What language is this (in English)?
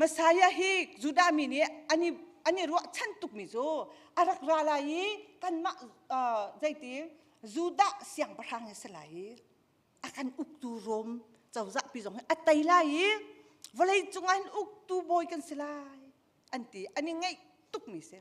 Hakha Chin